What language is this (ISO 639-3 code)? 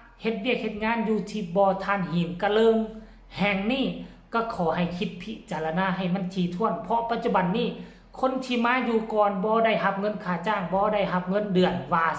lao